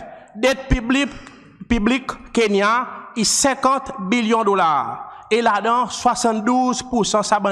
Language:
Seselwa Creole French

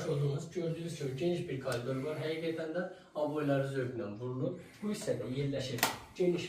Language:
Azerbaijani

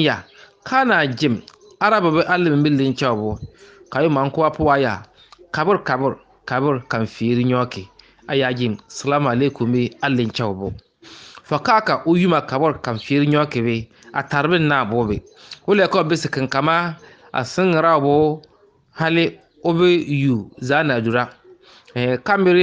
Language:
Bissa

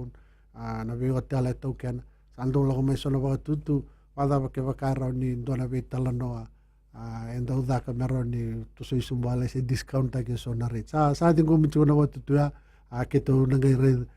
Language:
Fijian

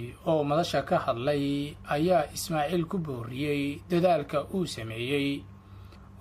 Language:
Somali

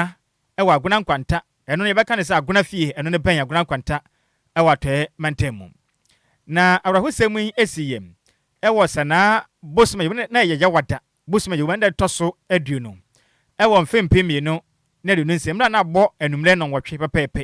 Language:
Akan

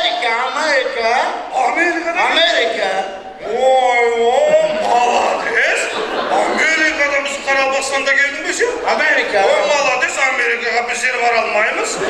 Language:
Kara-Kalpak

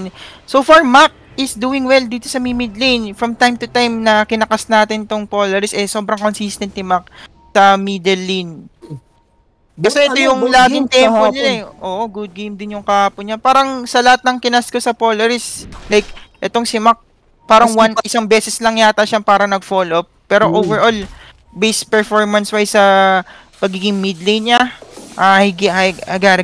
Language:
Filipino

